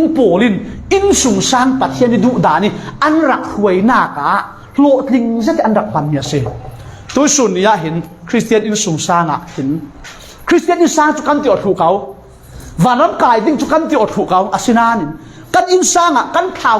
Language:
Falam Chin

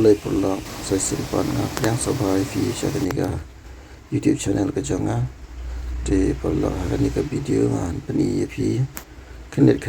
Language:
Khasi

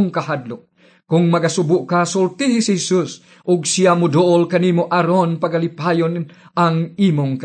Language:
Cebuano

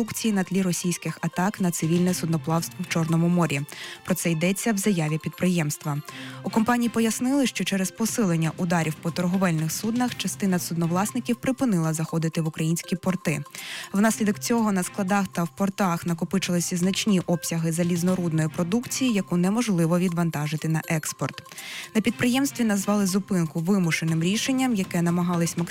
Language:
Ukrainian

